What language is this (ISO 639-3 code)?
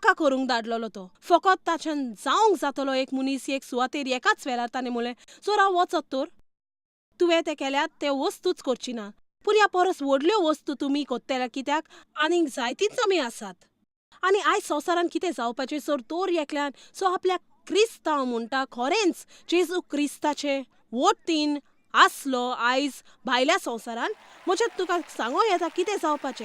kok